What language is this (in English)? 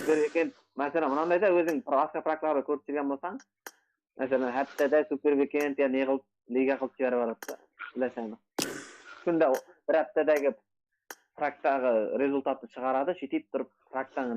Kara-Kalpak